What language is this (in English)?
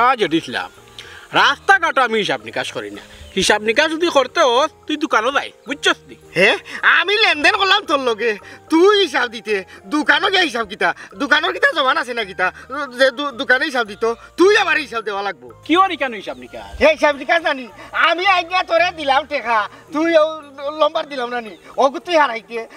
Sylheti